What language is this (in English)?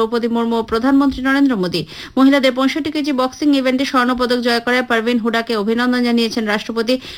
Bangla